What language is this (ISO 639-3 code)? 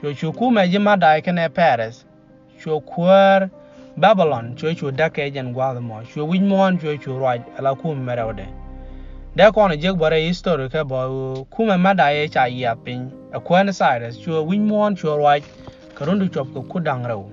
nus